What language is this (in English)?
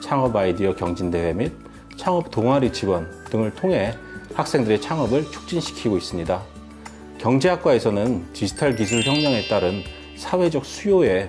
Korean